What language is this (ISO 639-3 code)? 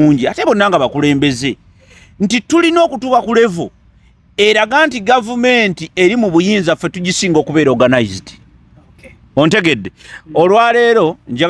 lug